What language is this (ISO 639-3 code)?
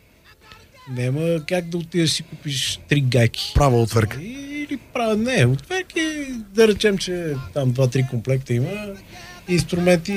bul